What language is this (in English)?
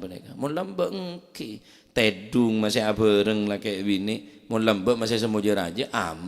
Madurese